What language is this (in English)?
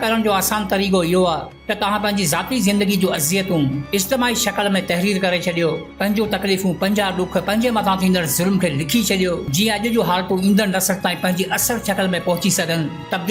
Sindhi